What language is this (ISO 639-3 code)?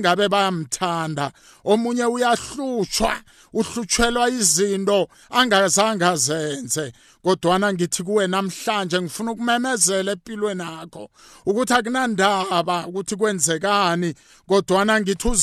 nbl